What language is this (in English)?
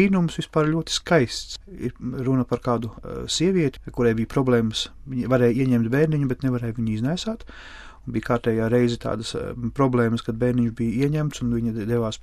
Latvian